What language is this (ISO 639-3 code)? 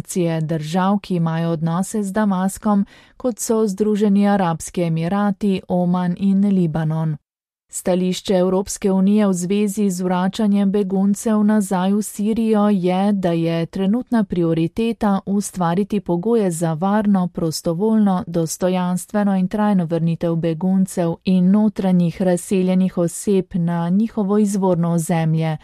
slv